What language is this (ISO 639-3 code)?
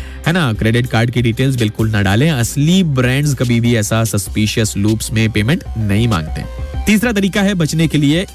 hin